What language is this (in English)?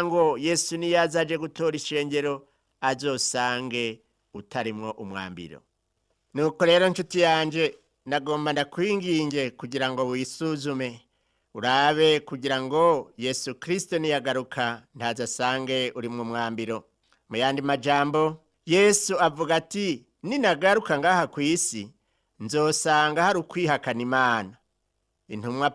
Rundi